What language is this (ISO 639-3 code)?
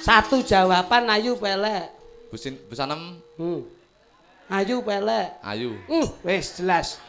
jav